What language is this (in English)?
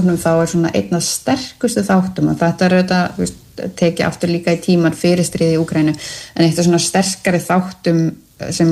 Icelandic